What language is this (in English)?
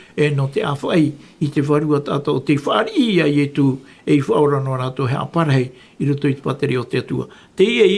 Tahitian